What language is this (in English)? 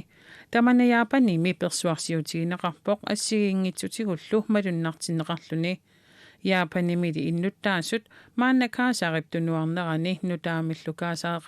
Kalaallisut